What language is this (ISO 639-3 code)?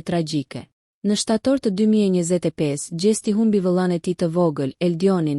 sqi